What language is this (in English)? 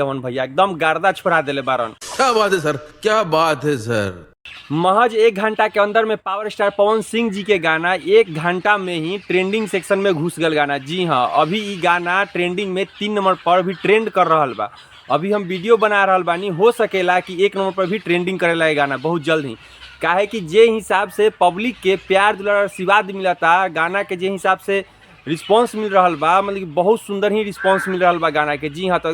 Bhojpuri